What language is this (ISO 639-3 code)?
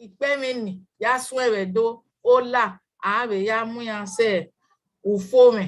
bin